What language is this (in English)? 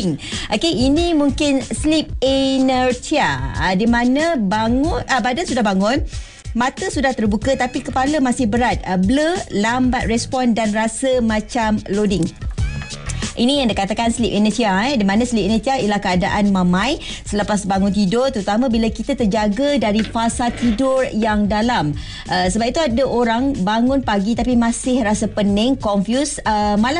Malay